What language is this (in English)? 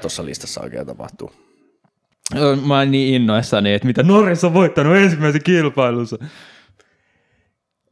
Finnish